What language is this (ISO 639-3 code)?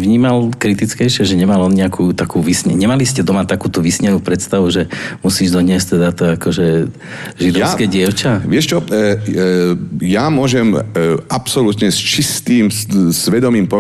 slk